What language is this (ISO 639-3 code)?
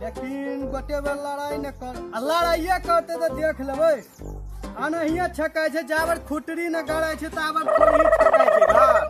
mai